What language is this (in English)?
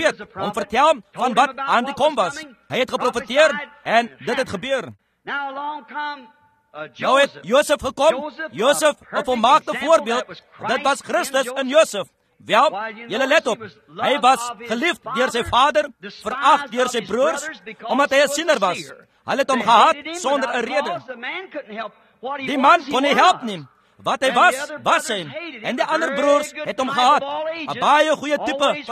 Afrikaans